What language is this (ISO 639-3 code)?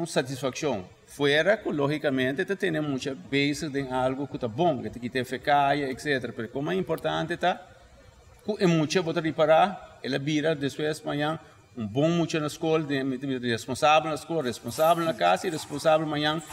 pap